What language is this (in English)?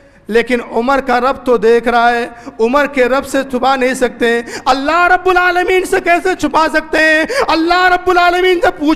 Urdu